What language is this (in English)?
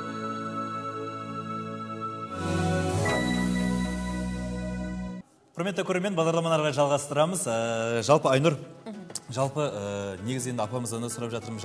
Kazakh